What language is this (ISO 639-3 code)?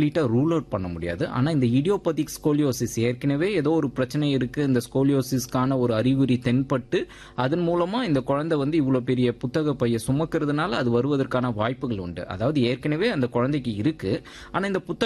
tam